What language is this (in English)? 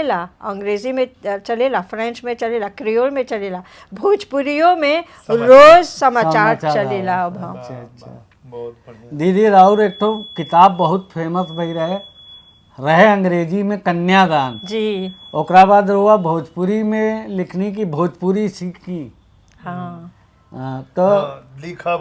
Bhojpuri